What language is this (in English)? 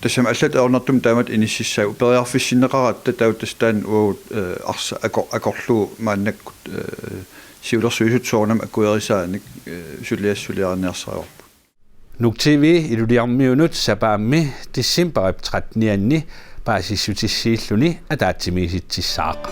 Kalaallisut